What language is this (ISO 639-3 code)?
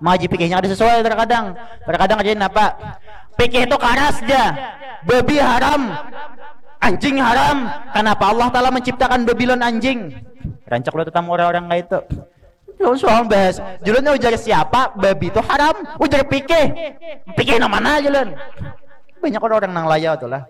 bjn